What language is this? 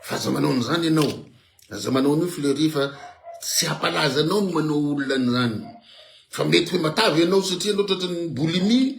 Malagasy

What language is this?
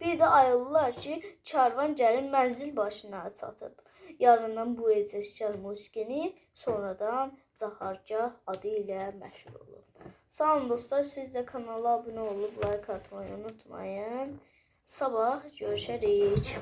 Azerbaijani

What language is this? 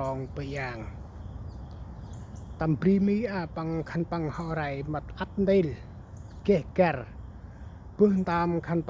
Central Mnong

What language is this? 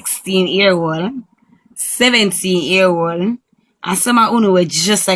Jamaican Creole English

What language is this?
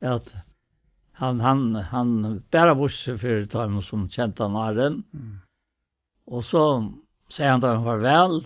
Faroese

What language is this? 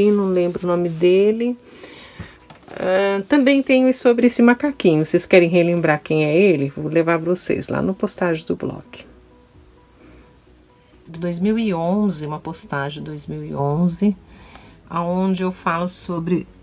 Portuguese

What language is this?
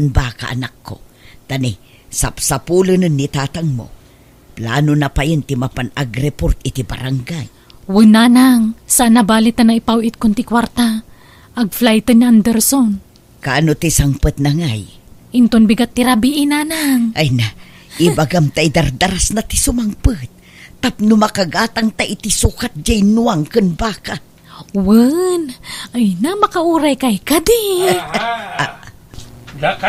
Iloko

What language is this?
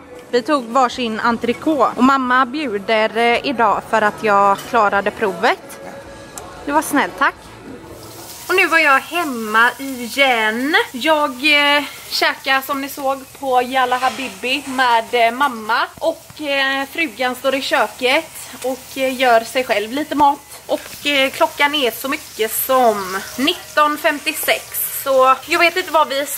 Swedish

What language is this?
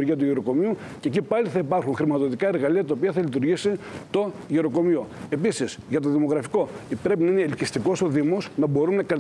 Greek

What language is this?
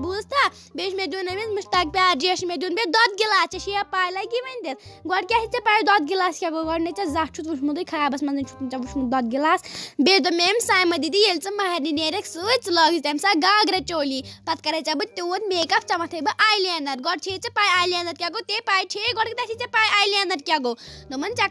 Kashmiri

